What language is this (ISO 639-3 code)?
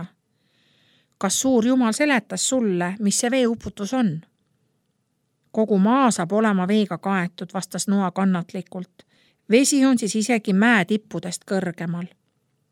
est